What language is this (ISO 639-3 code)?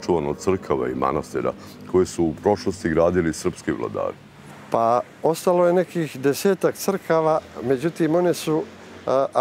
srp